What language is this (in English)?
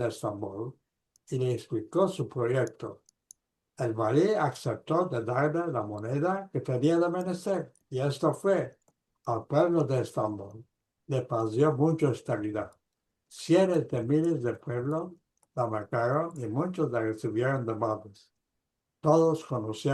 Ladino